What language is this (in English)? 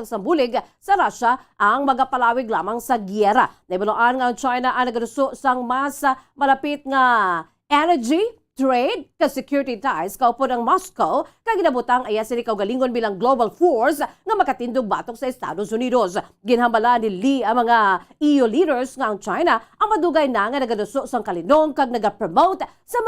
Hiligaynon